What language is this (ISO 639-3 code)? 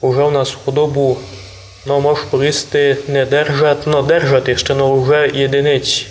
rue